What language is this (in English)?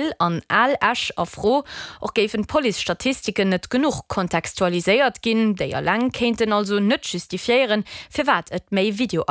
Luxembourgish